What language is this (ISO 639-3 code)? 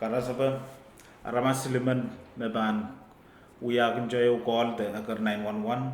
pon